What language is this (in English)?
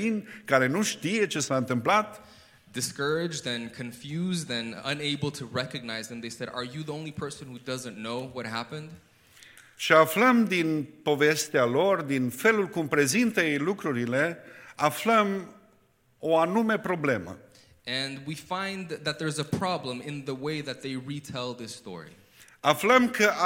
Romanian